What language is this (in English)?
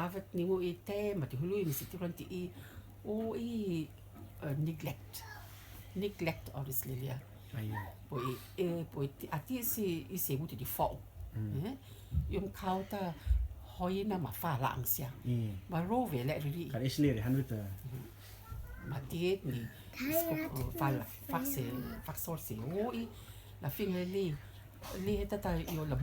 Rotuman